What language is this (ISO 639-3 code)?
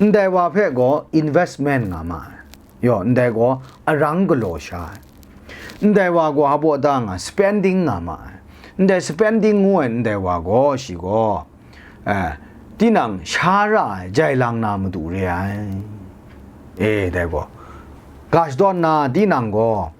kac